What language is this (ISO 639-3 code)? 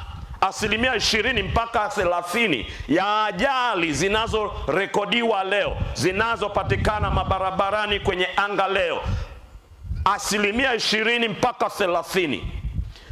swa